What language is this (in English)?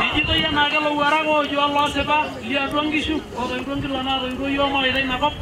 Masai